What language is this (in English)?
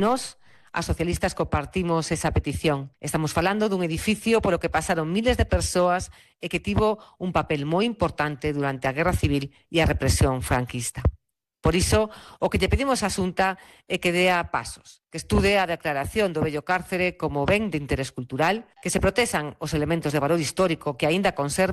Galician